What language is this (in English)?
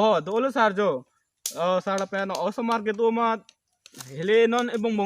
Karbi